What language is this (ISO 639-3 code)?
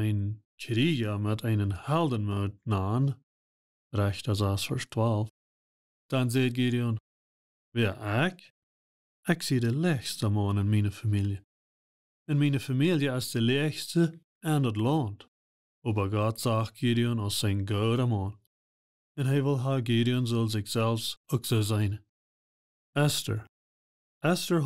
pdt